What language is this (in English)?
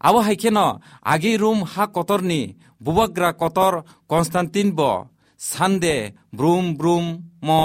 Kok Borok